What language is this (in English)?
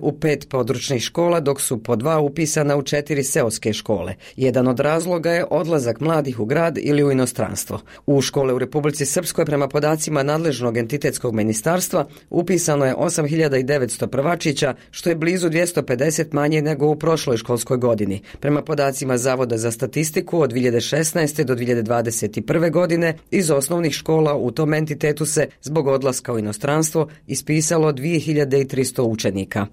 Croatian